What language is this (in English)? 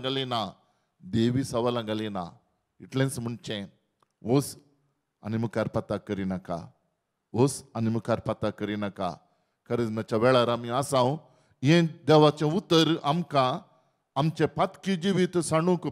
Konkani